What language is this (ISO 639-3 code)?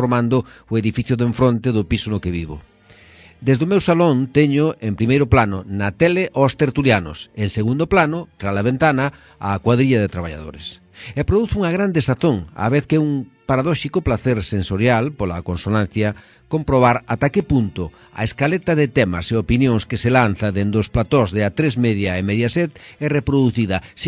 glg